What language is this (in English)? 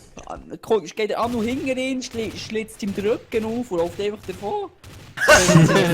Swiss German